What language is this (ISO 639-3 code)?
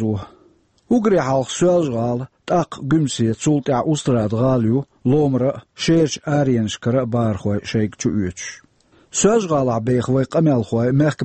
che